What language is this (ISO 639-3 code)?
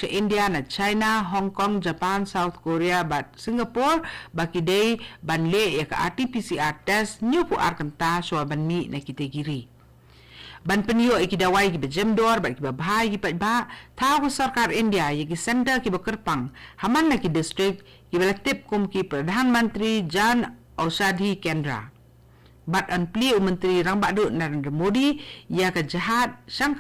kha